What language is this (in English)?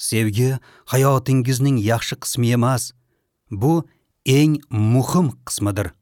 Uzbek